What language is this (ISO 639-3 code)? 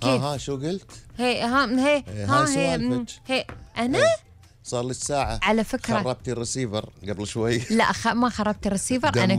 afb